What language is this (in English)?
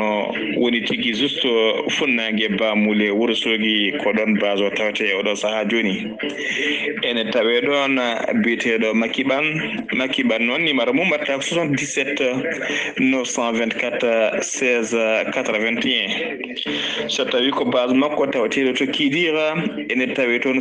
Fula